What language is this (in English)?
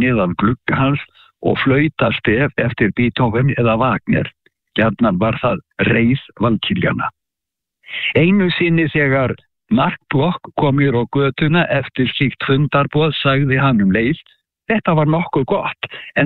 Icelandic